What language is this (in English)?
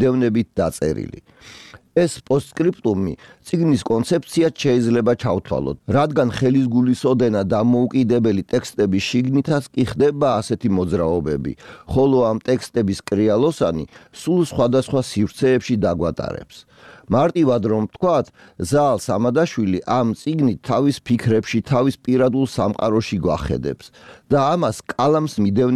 Georgian